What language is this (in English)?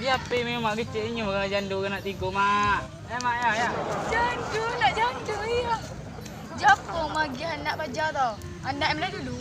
Minangkabau